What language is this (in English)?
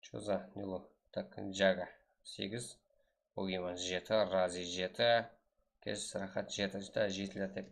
Kara-Kalpak